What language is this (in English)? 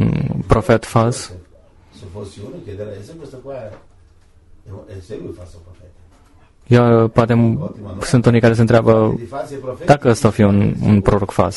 Romanian